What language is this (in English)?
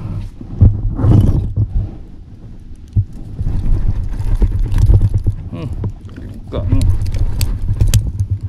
Malay